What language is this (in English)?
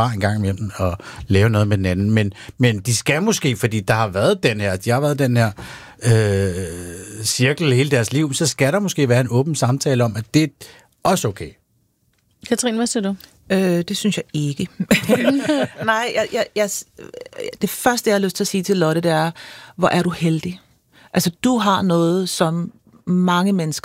Danish